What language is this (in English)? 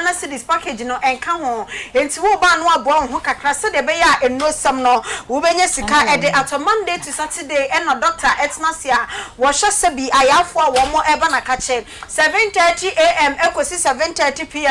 Akan